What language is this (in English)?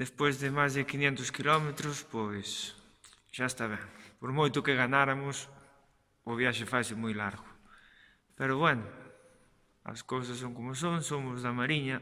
Galician